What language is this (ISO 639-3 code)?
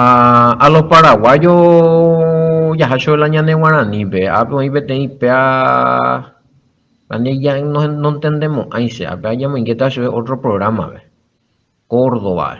grn